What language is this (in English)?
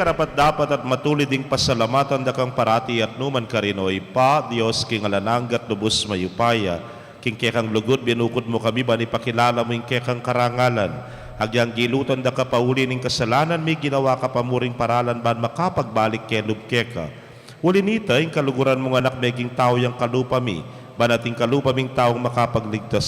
Pampanga